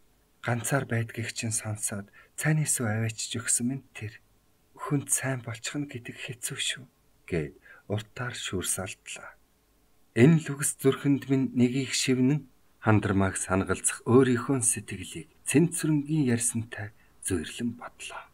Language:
Mongolian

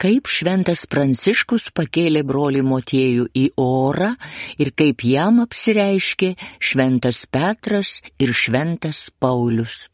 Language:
Lithuanian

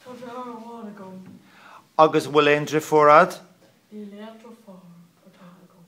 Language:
Irish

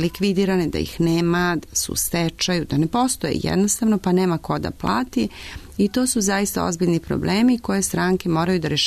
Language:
Serbian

